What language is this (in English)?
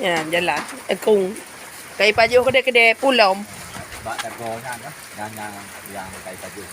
Achinese